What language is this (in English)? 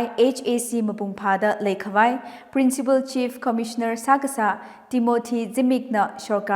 Tangkhul Naga (India)